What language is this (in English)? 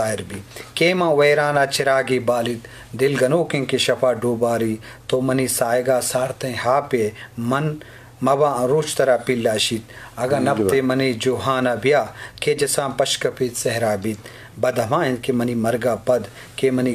Baluchi